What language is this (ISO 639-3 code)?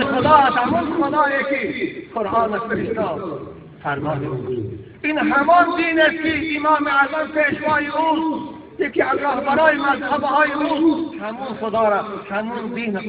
tgk